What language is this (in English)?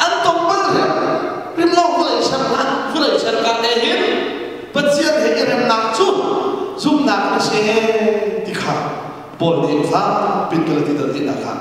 Hakha Chin